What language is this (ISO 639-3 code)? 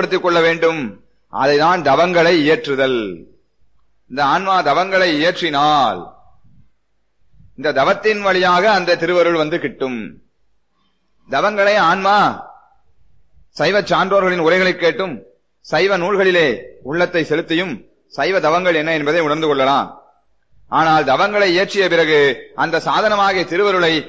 tam